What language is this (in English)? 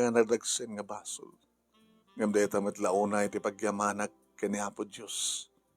Iloko